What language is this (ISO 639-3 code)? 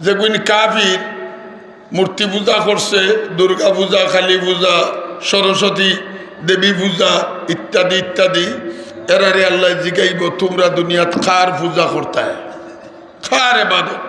syl